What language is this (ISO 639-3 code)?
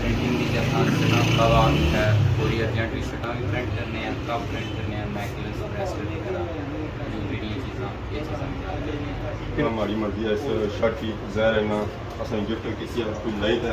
phr